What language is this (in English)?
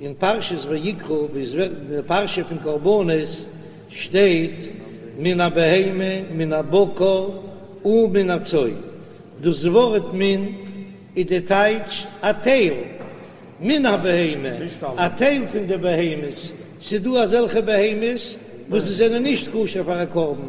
Yiddish